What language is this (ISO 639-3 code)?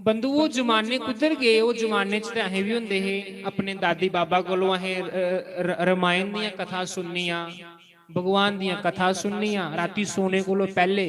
doi